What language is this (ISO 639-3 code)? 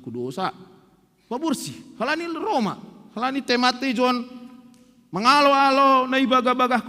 bts